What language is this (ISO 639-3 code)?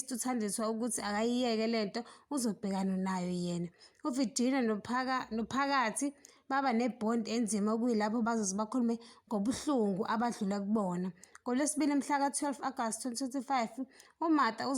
zul